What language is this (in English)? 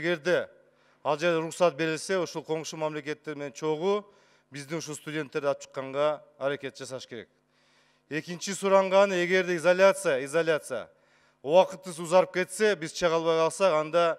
Kyrgyz